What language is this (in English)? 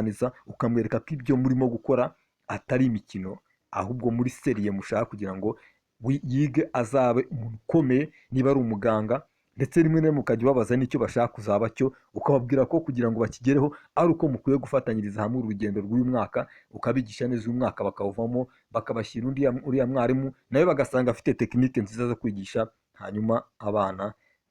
Kinyarwanda